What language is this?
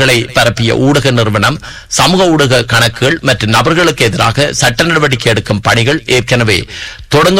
Tamil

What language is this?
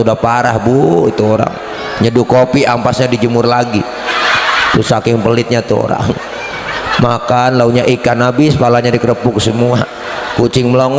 Betawi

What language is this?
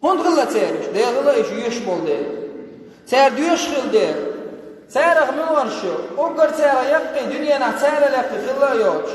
Chechen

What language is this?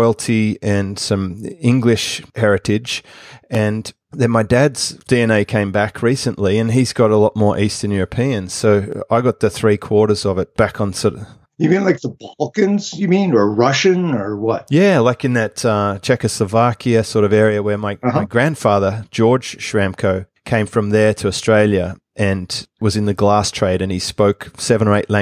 English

